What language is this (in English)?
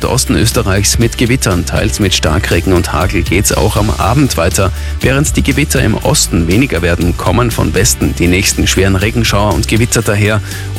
German